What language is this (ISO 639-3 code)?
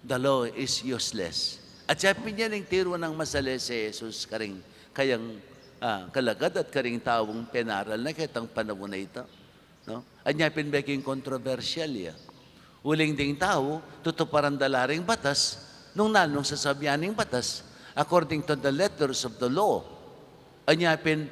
pam